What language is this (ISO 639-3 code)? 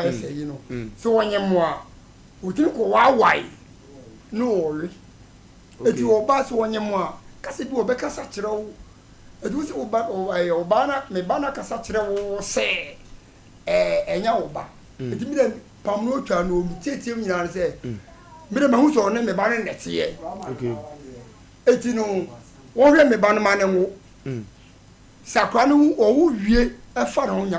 aka